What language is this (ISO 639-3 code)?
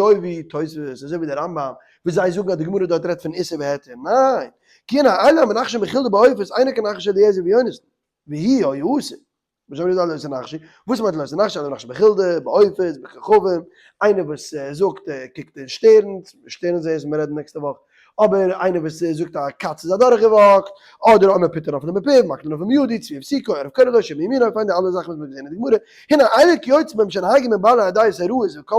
yid